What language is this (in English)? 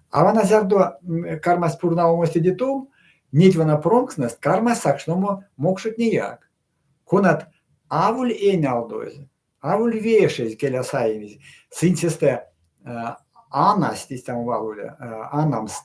Erzya